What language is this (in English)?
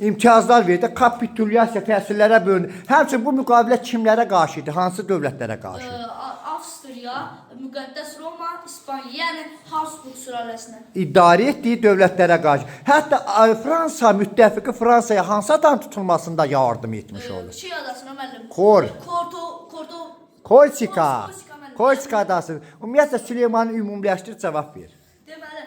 Azerbaijani